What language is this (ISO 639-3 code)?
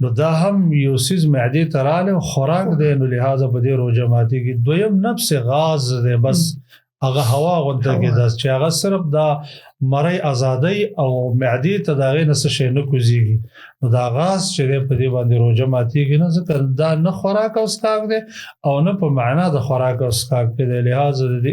pus